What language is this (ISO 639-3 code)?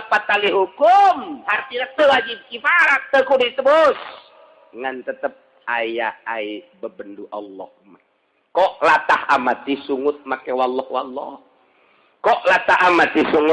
sun